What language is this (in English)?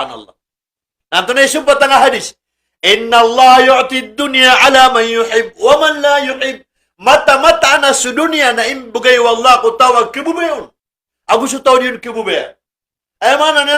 Maranao